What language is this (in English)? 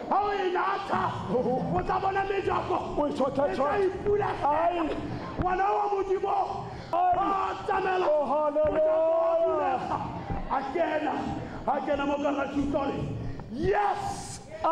Tswana